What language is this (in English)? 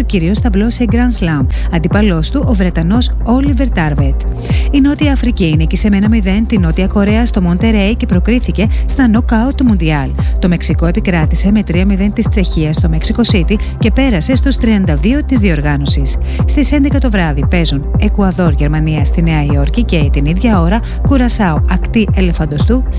Greek